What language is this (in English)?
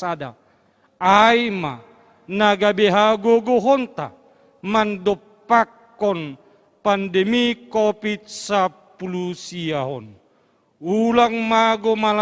Batak Simalungun